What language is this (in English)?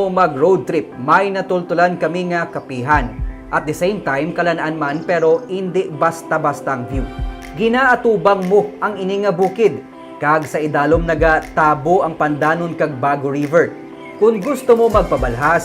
Hiligaynon